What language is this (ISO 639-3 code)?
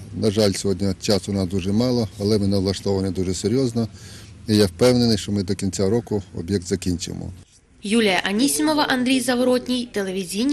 ukr